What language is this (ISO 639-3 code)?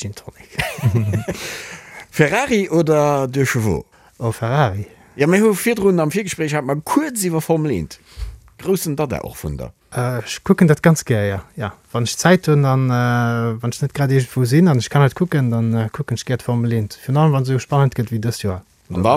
ltz